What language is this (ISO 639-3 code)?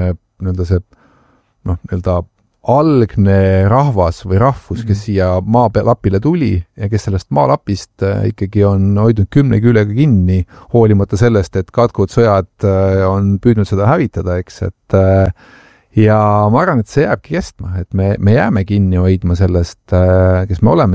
est